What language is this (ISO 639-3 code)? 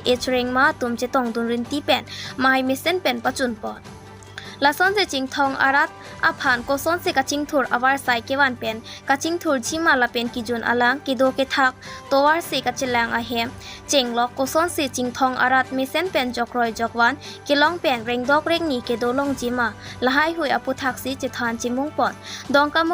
mjw